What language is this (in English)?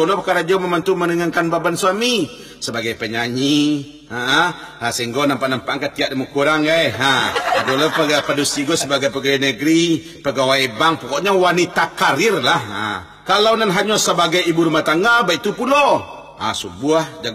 Minangkabau